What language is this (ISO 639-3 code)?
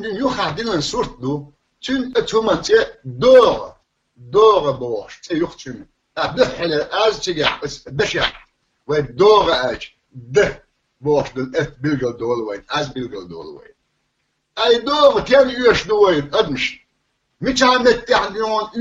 che